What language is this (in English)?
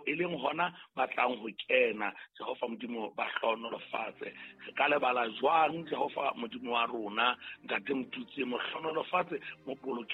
Southern Sotho